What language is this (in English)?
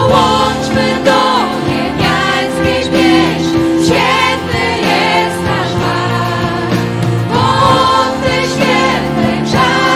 Polish